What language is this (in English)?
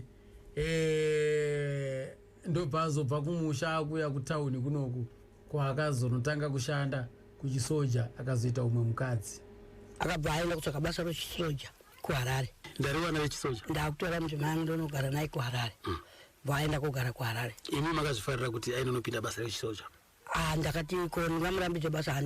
Shona